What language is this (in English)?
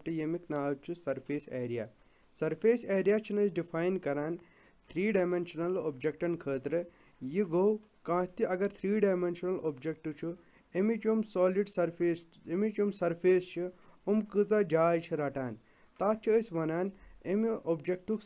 Kashmiri